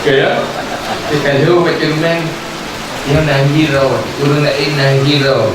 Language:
Achinese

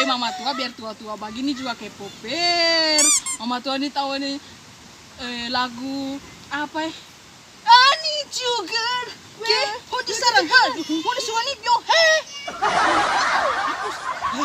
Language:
Ambonese Malay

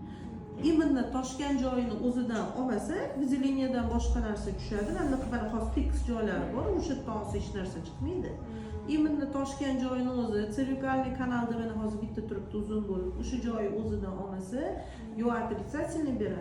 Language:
Uzbek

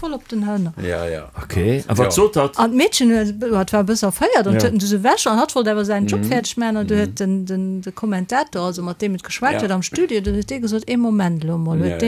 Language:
Luxembourgish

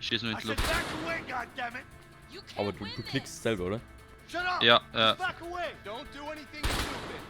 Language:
Bavarian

